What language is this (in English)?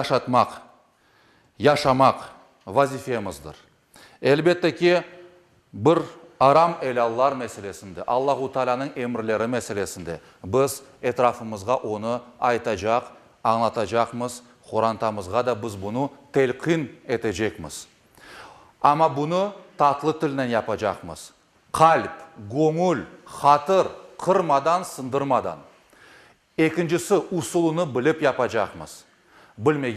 Crimean Tatar